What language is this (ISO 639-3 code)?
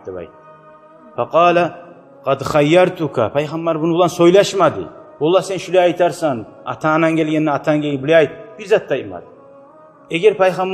kum